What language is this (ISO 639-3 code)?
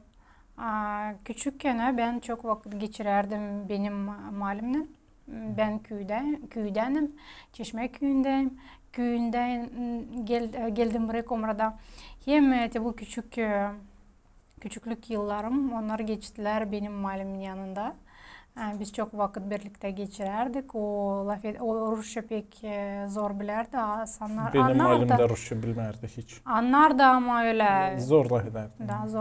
gag